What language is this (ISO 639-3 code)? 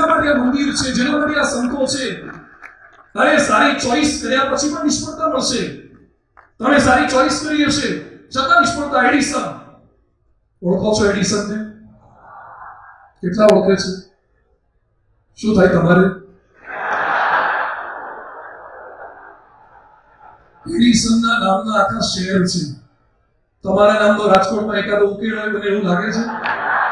guj